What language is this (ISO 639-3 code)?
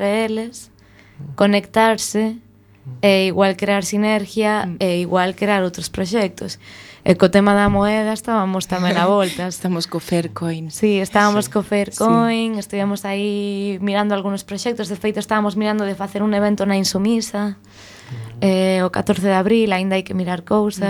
glg